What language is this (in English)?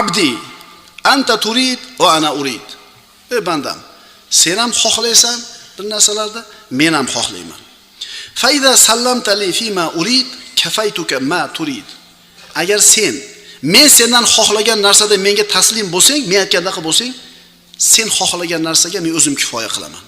Uzbek